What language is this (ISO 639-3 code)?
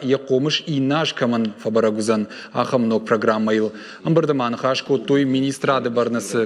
oss